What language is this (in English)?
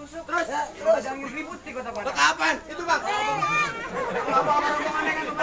Betawi